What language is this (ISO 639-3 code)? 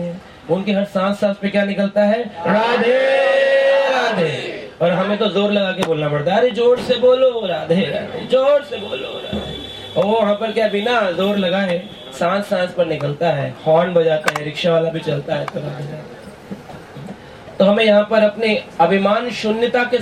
hin